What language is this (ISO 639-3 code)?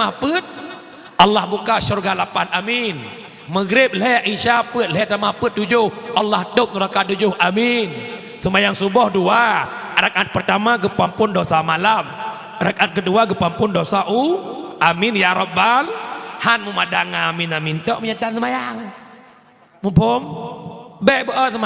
ace